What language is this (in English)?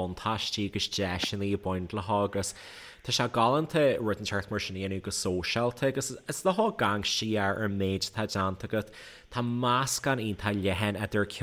Irish